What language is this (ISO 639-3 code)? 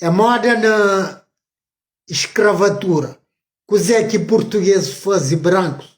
kea